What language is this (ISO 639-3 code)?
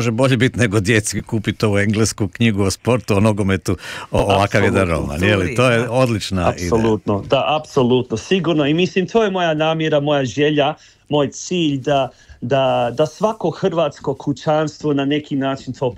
hrv